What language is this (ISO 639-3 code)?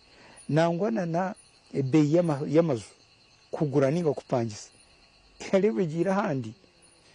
nyn